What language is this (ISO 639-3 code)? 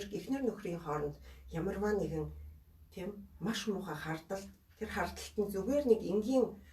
mon